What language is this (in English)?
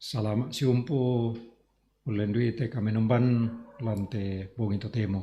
Toraja-Sa'dan